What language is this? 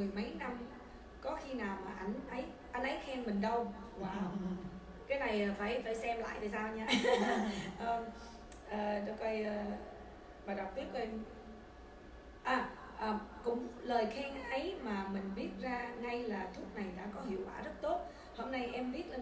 Vietnamese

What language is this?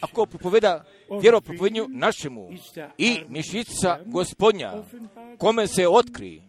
Croatian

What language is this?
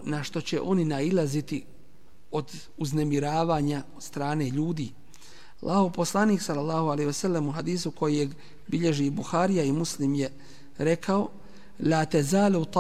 Bosnian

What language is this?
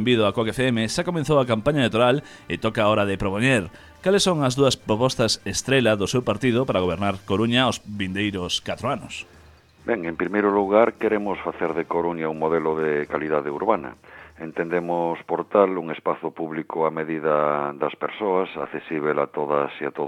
Galician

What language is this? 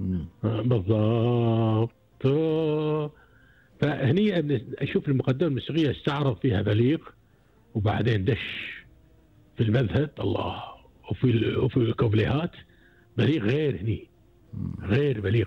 Gulf Arabic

